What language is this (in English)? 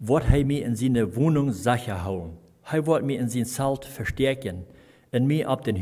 Plautdietsch